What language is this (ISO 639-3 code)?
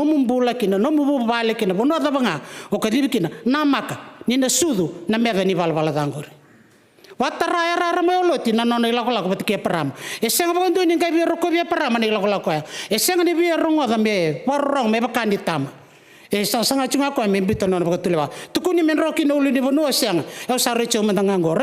fij